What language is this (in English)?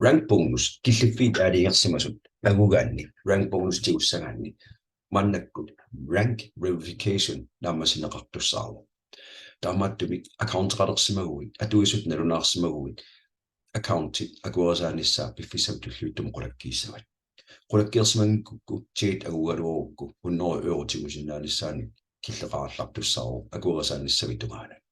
Kalaallisut